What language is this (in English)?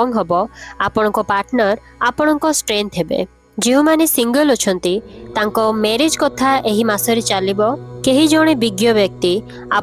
Odia